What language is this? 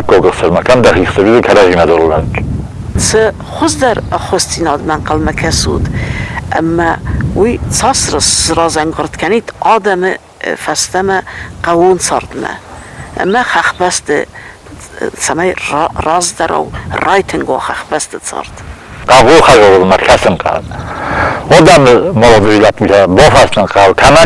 Ossetic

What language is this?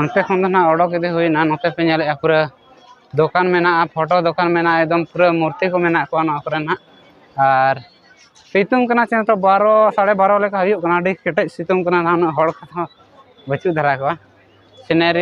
Santali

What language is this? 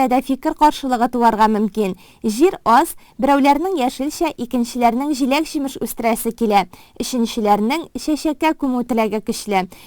Tatar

